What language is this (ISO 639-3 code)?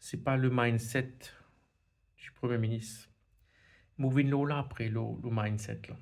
mfe